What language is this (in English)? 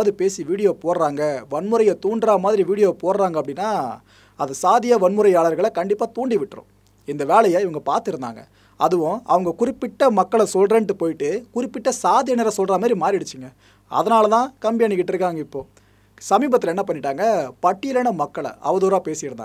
Tamil